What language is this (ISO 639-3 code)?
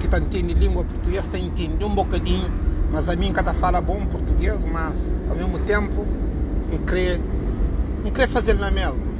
kea